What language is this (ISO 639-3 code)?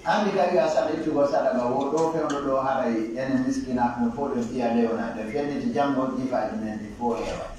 fuf